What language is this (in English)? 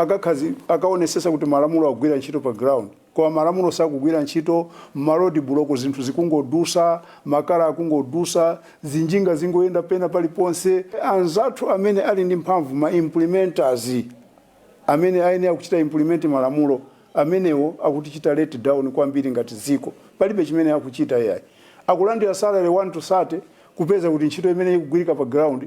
Nyanja